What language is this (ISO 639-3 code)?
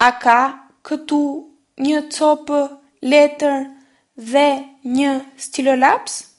sqi